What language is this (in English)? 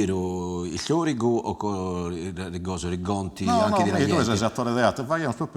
Sardinian